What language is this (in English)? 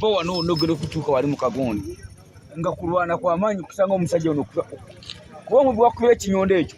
Nyankole